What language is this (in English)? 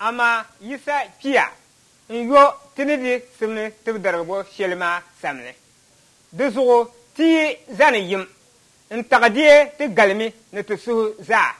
Dagbani